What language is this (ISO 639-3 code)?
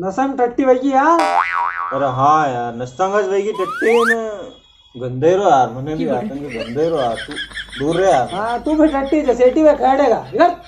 raj